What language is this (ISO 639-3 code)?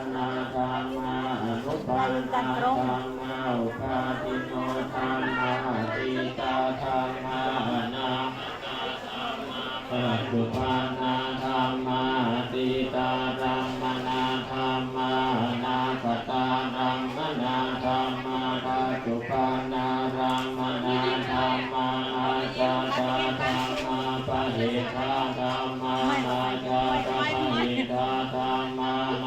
pli